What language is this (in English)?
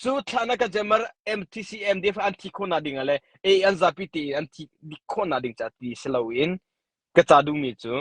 Hakha Chin